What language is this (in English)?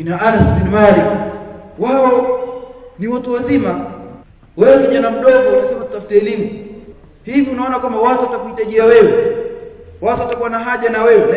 Swahili